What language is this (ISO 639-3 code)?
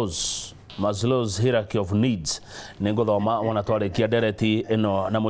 kik